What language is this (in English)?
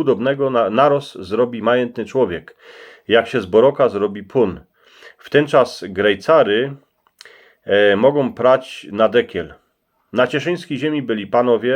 Silesian